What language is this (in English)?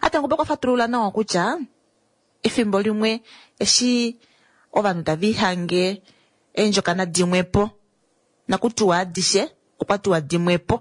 Kuanyama